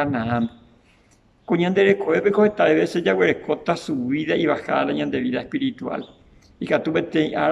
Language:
Guarani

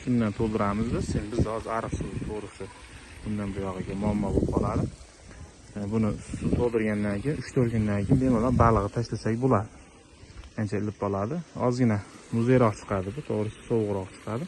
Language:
Uzbek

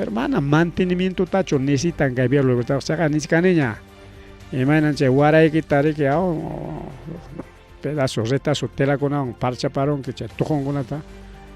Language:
Ayacucho Quechua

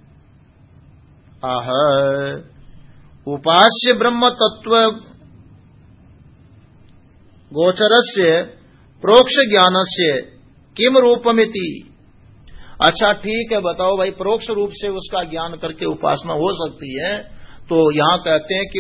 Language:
Hindi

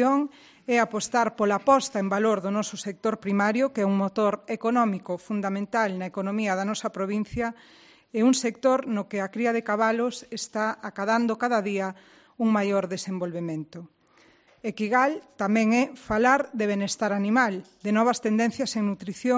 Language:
Galician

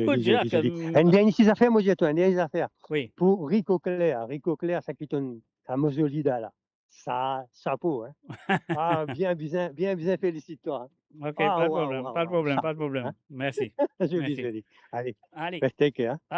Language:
Morisyen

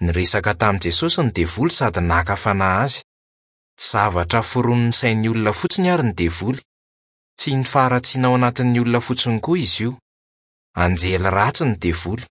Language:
Malagasy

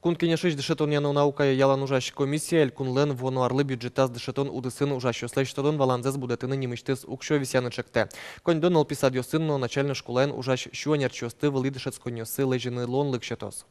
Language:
Udmurt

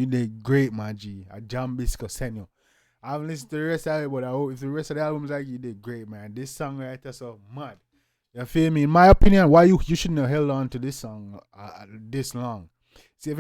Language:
Jamaican Creole English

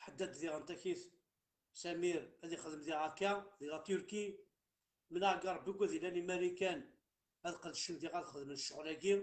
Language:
Kabyle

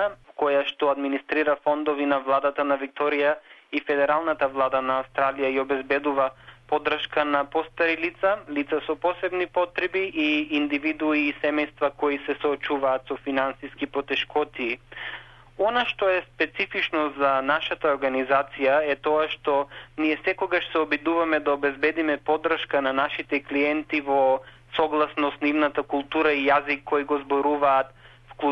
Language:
Macedonian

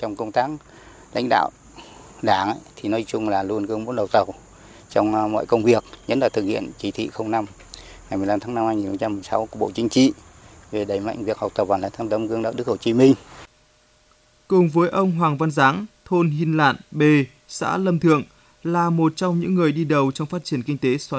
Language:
Vietnamese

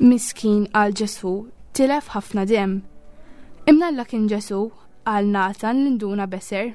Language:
Maltese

